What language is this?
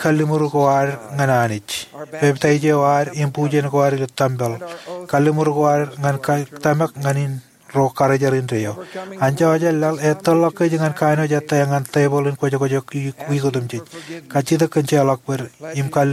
Marshallese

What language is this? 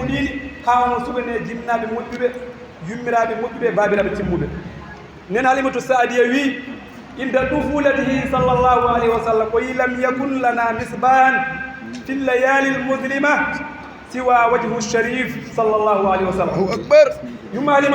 Fula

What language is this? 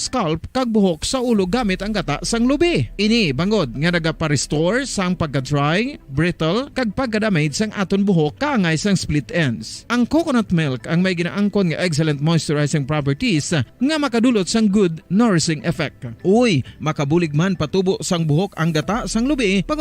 Hiligaynon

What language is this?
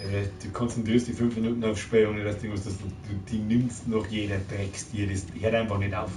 Bavarian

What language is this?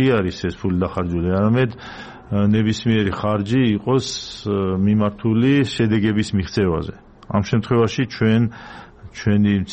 Georgian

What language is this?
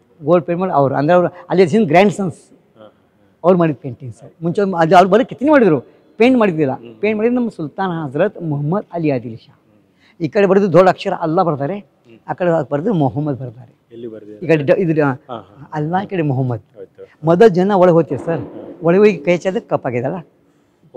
Kannada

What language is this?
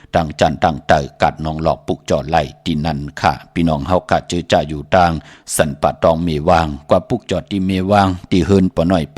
Shan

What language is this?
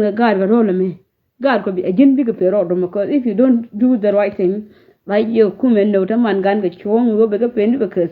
Nuer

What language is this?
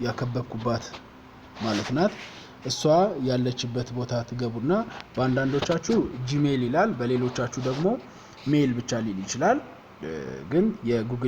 Amharic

